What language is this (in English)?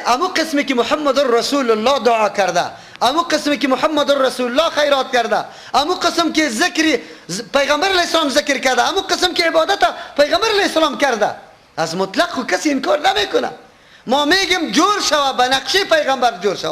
Persian